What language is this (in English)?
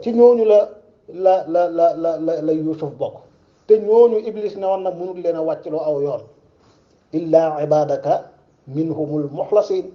Wolof